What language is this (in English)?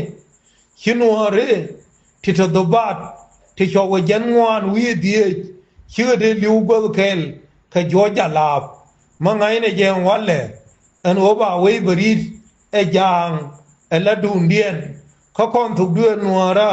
Nuer